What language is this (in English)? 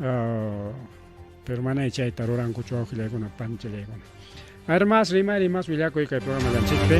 Ayacucho Quechua